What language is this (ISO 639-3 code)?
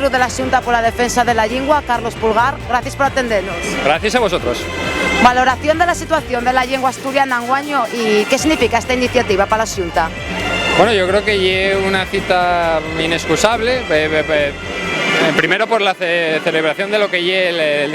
ast